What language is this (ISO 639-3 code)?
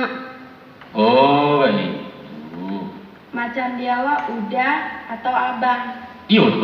min